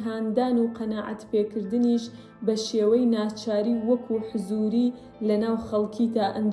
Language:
Central Kurdish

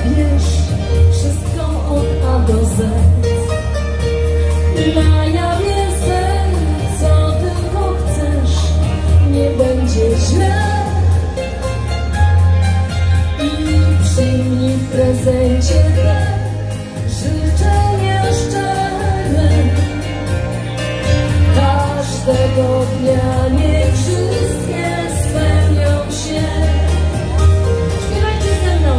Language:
Polish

